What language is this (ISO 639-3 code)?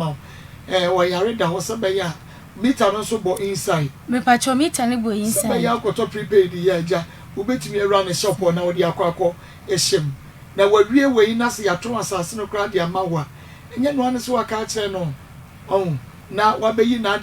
aka